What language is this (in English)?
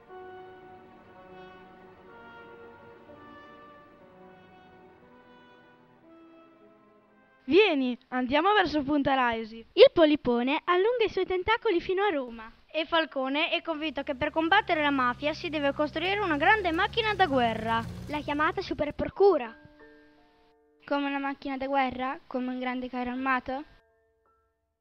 Italian